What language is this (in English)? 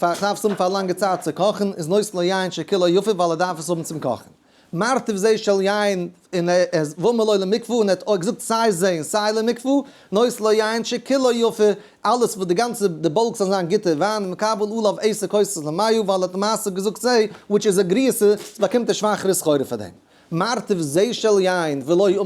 Yiddish